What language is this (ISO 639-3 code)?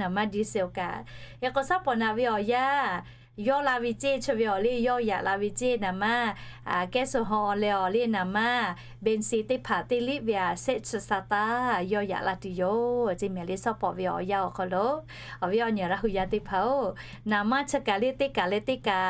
lhu